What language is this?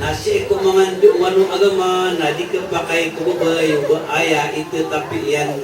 Maranao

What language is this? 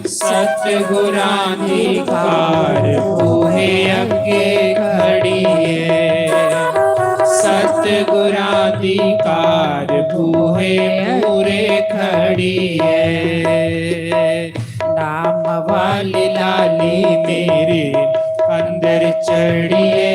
Dogri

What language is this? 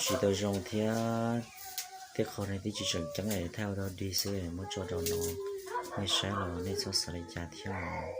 Hmong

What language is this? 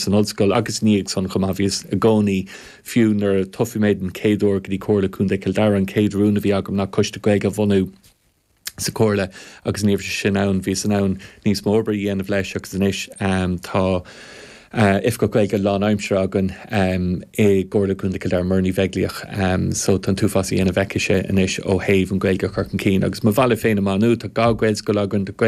Irish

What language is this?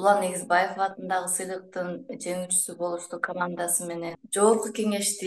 Kyrgyz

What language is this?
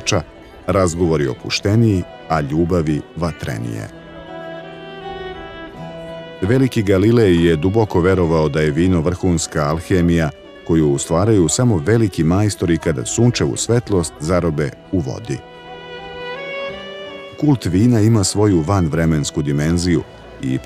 Serbian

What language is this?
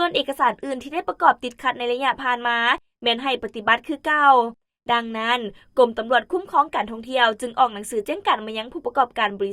Lao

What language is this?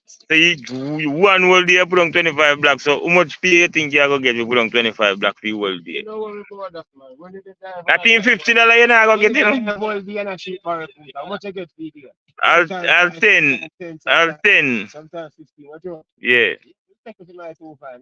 Jamaican Creole English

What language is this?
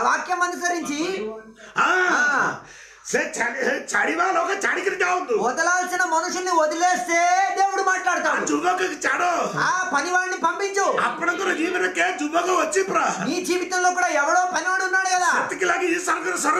Telugu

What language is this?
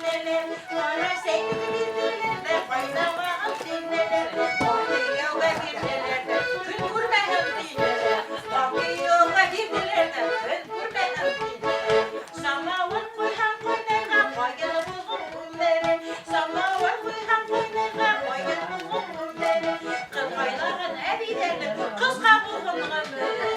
Bashkir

